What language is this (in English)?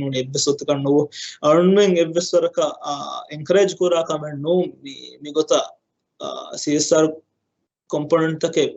Divehi